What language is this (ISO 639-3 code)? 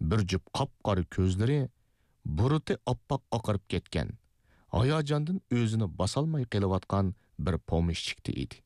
uig